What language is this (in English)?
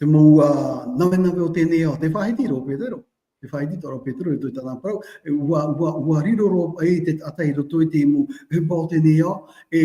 Tahitian